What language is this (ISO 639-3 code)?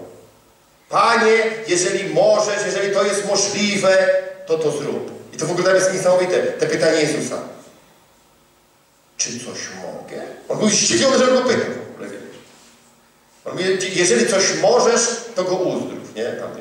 pol